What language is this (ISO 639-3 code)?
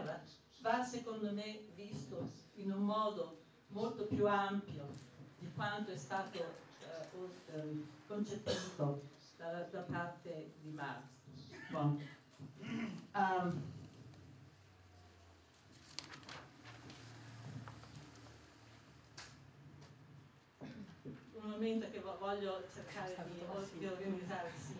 ita